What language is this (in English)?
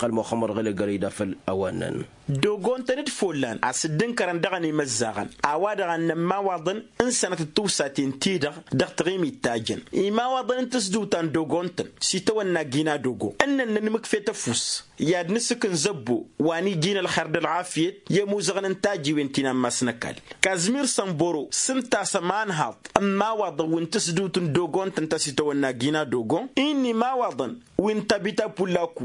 Tamasheq